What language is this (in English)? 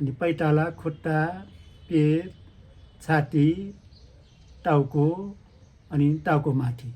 Nepali